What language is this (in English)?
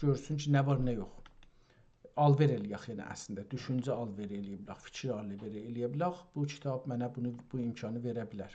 South Azerbaijani